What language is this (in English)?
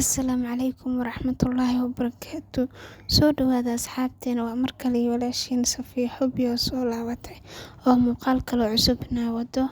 Somali